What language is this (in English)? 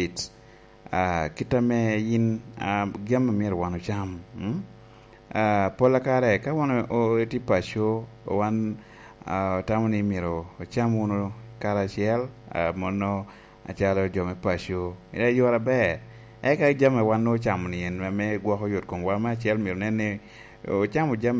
Lango (Uganda)